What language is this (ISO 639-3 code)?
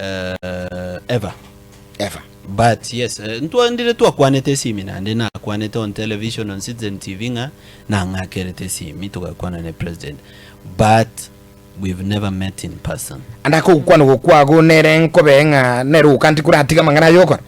guz